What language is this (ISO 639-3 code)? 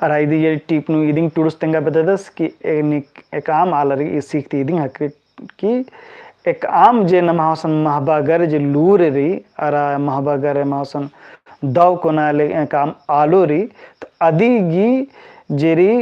kru